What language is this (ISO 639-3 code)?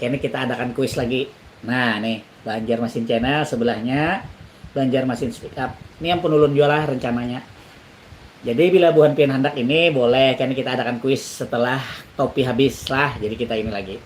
bjn